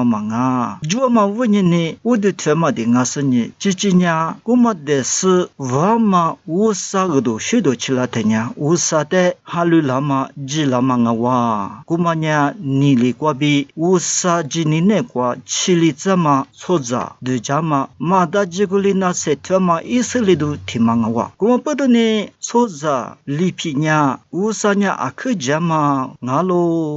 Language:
Lisu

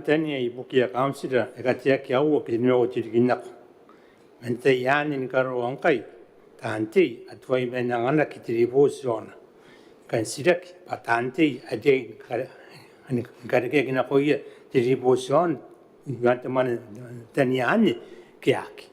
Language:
Gilbertese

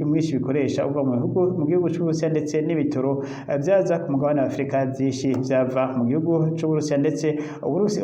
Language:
Rundi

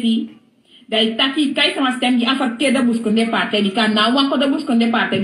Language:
Sranan Tongo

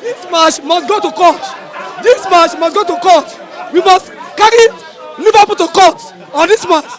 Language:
Nigerian Pidgin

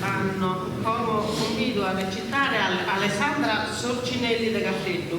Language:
Sardinian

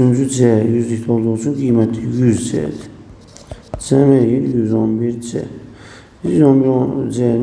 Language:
Azerbaijani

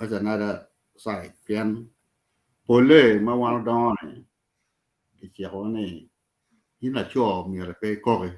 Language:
Acoli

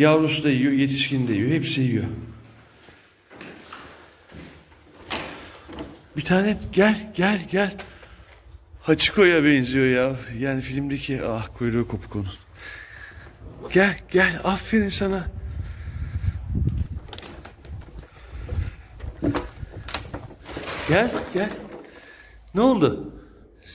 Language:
Turkish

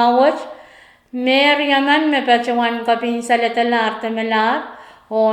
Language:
Pohnpeian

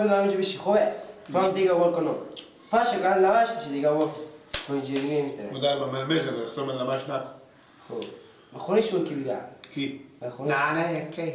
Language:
Persian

